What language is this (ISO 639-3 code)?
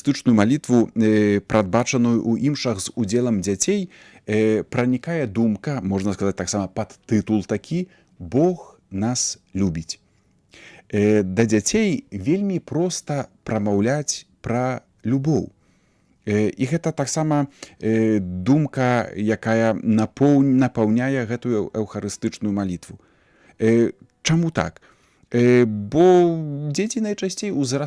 bel